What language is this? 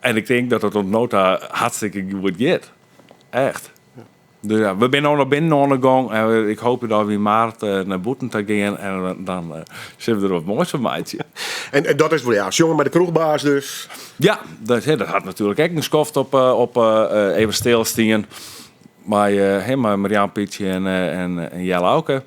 Western Frisian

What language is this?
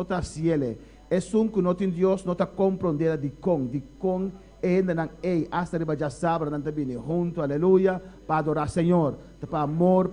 Papiamento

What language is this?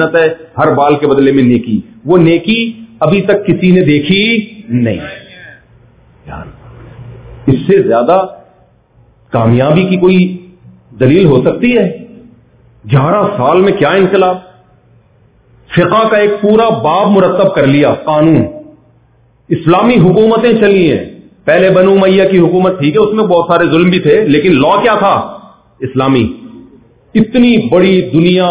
Urdu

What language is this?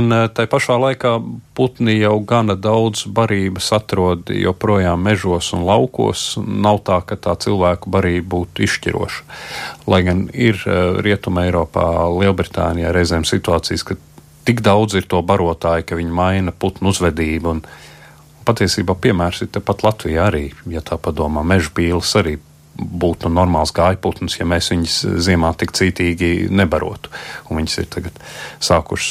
Latvian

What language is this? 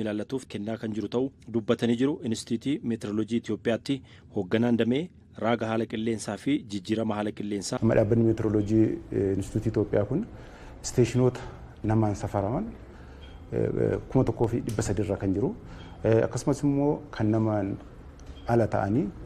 Oromo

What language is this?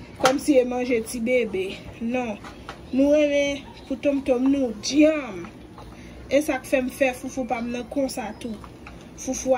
Haitian Creole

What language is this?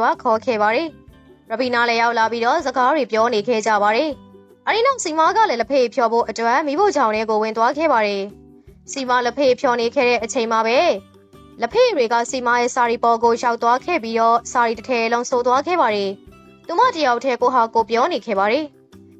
Burmese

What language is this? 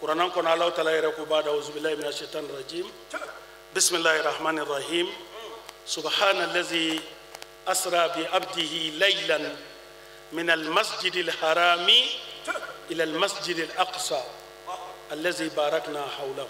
Bambara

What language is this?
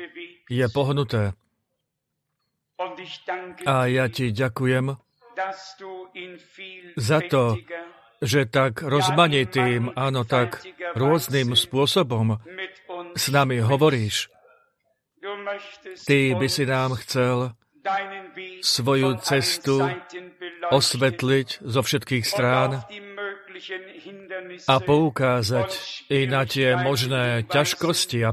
Slovak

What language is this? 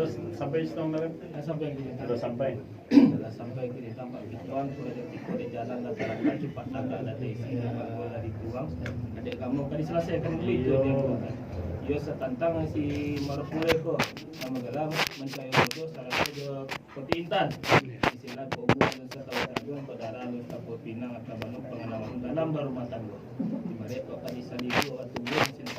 Minangkabau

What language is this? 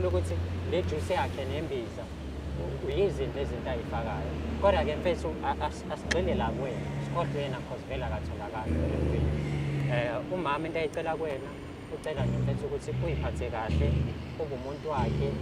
Zulu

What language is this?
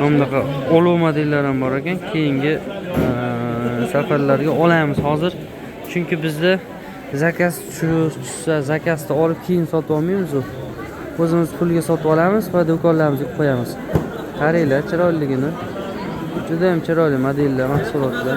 Uzbek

